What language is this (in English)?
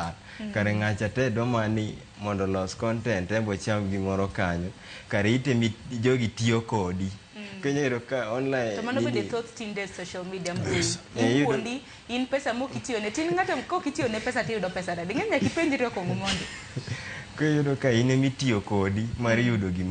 Luo (Kenya and Tanzania)